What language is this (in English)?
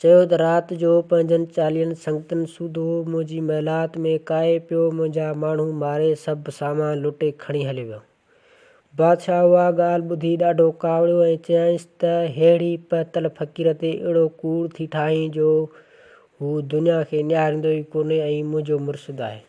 Sindhi